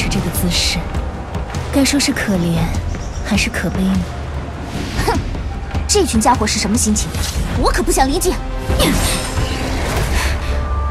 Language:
Chinese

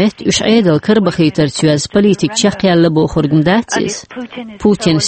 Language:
Chechen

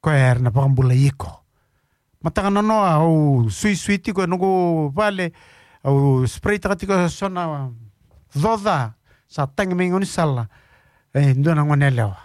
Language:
Fijian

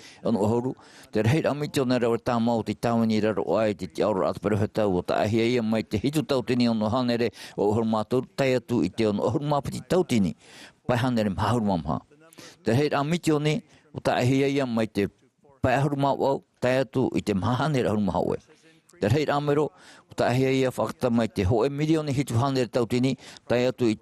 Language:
Tahitian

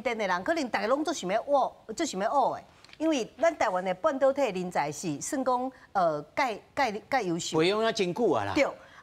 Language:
Min Nan Chinese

